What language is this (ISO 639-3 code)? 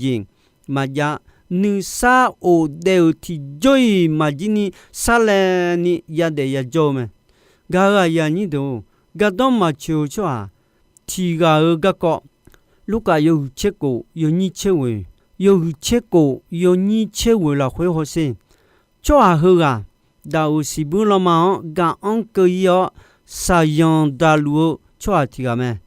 ahk